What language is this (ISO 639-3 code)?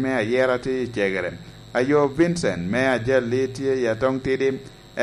laj